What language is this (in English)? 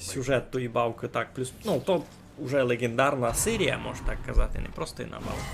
Rusyn